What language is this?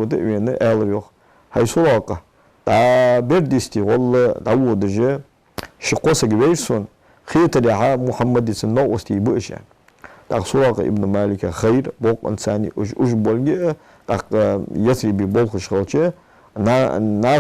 Ingush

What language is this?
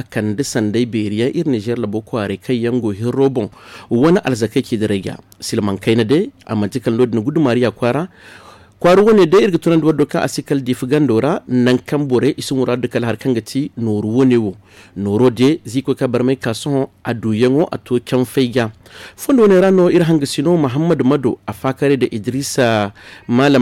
Zarma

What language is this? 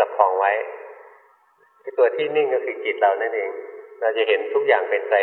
Thai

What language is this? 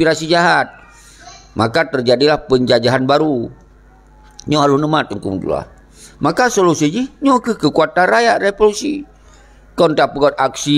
Achinese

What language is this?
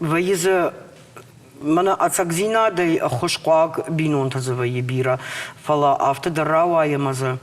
Ossetic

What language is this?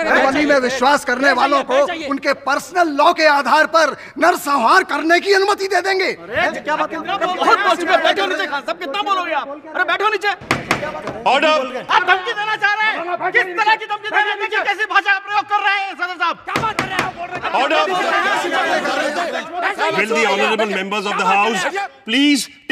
Hindi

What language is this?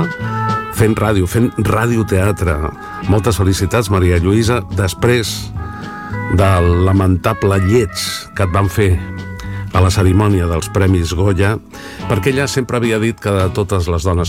Catalan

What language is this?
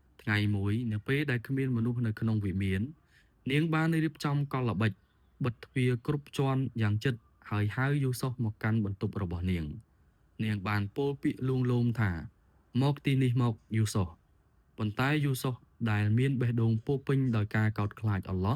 Khmer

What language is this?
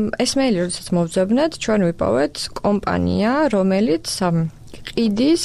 Georgian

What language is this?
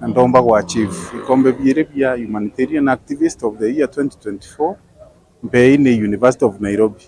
Meru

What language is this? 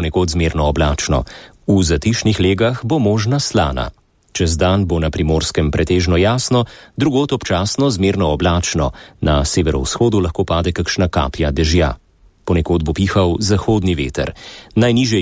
Slovenian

